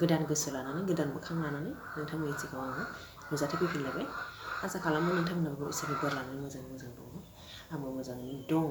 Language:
Bodo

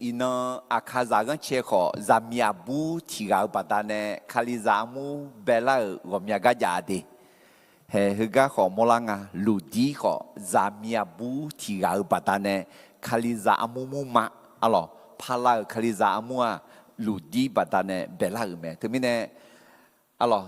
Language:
Akha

